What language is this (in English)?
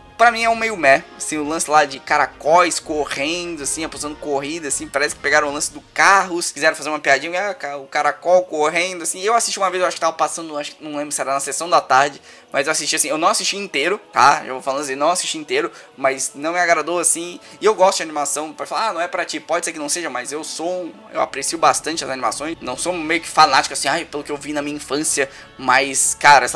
Portuguese